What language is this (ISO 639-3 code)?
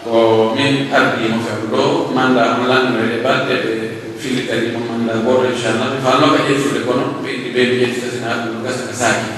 fuf